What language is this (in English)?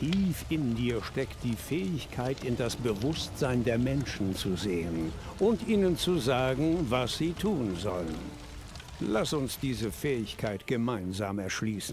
Bavarian